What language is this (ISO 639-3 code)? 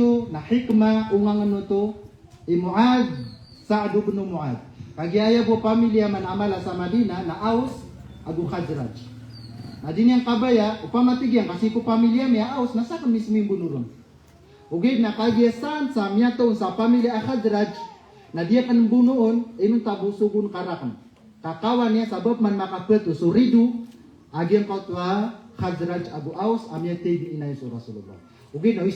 mrw